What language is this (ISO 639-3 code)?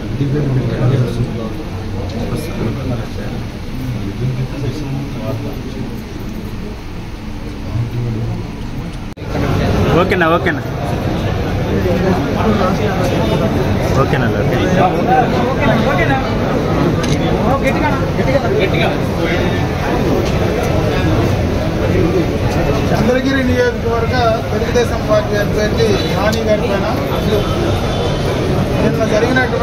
tel